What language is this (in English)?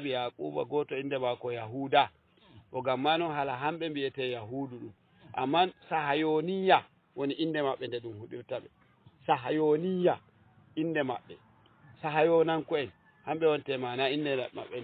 Fula